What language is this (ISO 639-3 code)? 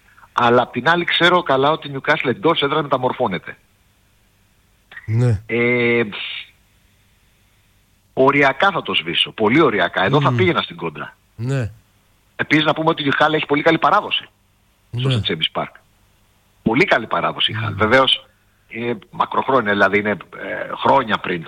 ell